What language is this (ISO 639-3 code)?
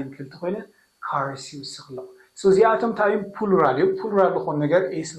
tir